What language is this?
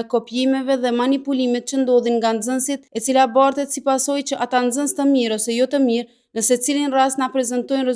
Albanian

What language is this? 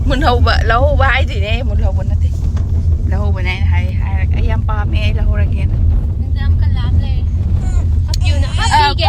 Manipuri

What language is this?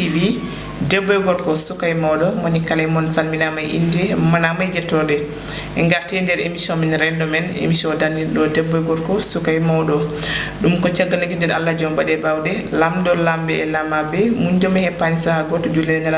Fula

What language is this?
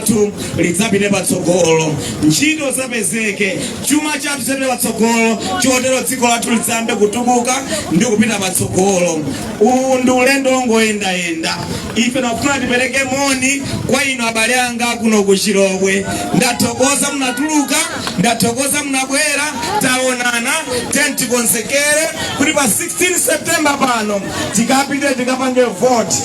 Nyanja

